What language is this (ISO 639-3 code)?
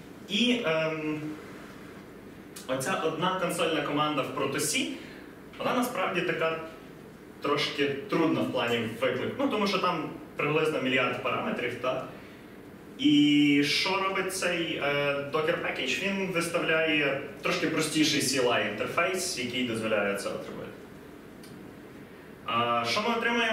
ukr